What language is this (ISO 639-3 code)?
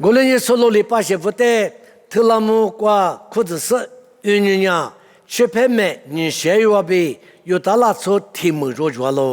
lis